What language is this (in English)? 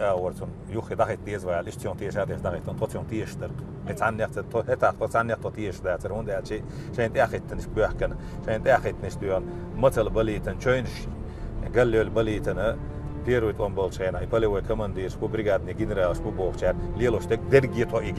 Chechen